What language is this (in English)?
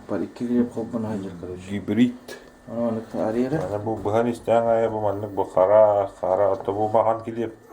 Yakut